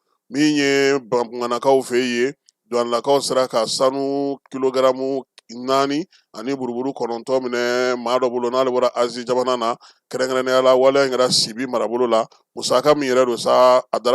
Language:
Bambara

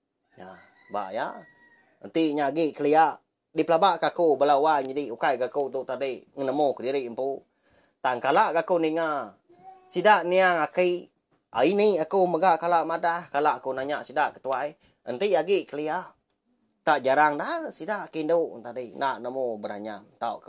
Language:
Iban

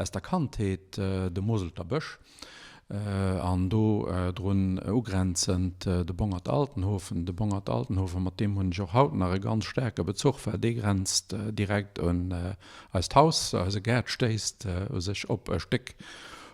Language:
Luxembourgish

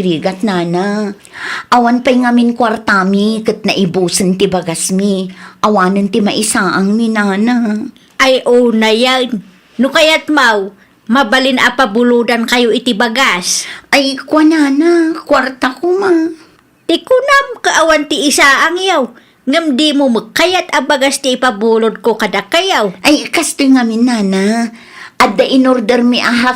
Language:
Iloko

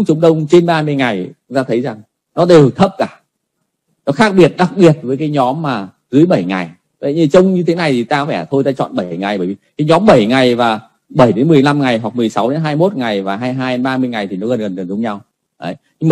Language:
Vietnamese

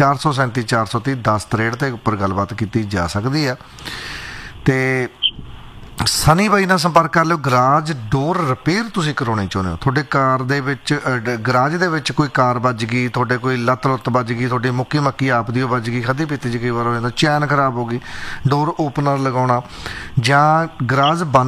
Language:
Punjabi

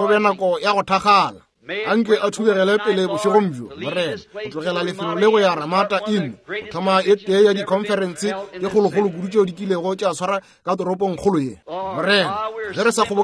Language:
Northern Sotho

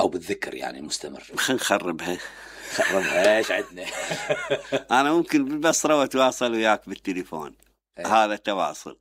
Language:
Mesopotamian Arabic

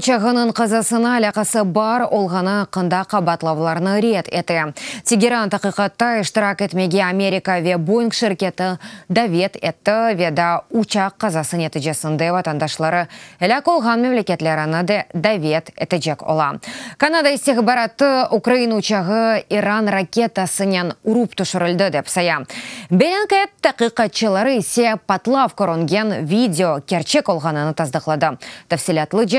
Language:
Crimean Tatar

